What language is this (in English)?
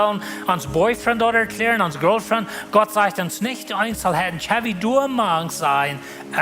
Plautdietsch